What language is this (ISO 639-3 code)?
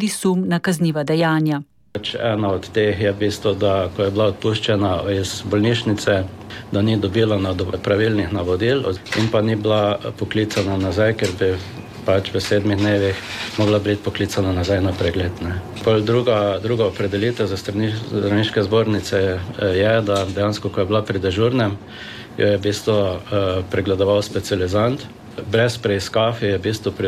slv